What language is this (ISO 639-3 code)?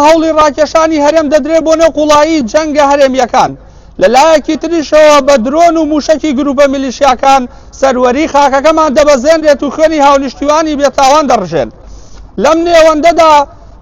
ckb